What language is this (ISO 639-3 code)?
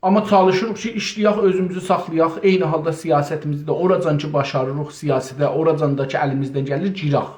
azb